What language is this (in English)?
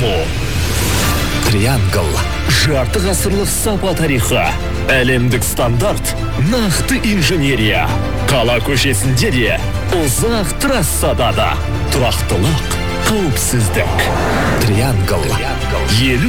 Kazakh